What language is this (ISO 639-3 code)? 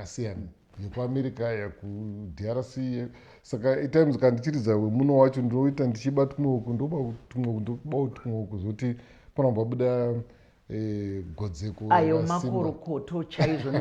sna